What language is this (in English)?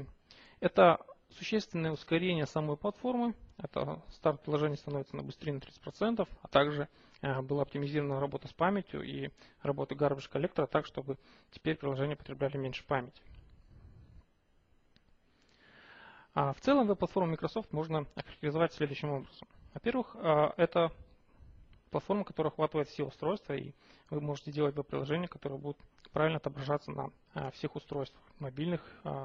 Russian